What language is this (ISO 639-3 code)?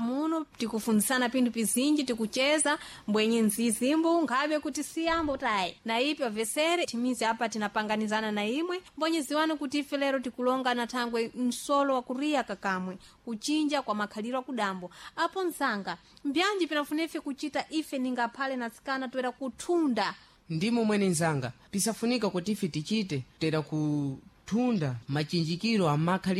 seh